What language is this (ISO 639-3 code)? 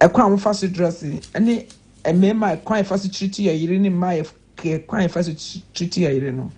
aka